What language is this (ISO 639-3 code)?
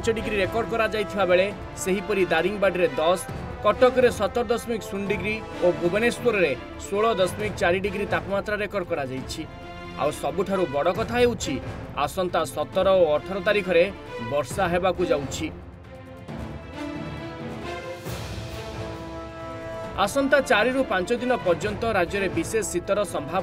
ori